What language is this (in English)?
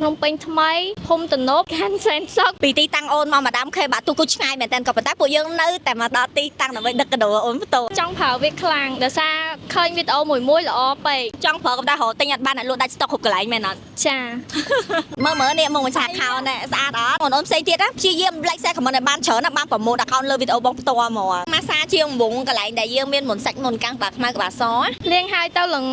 Khmer